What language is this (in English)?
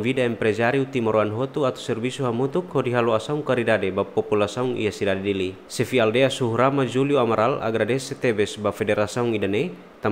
Tetum